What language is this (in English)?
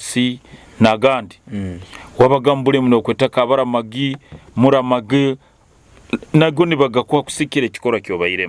Nyoro